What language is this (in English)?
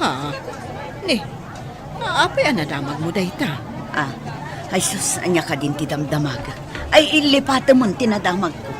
Iloko